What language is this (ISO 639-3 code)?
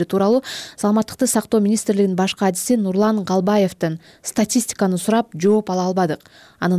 kir